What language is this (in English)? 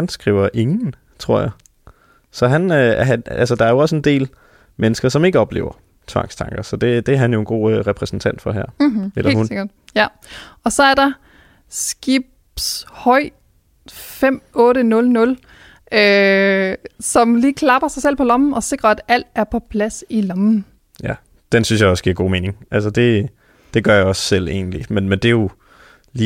Danish